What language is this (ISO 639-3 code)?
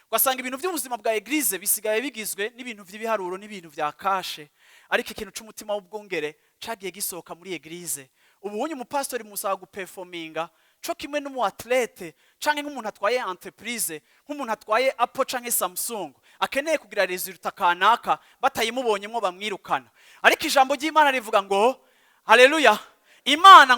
run